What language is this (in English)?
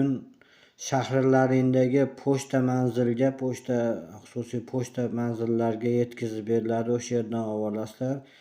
Uzbek